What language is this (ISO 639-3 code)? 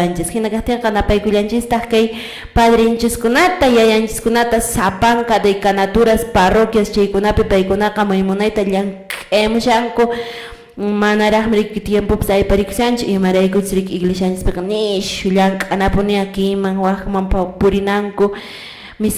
que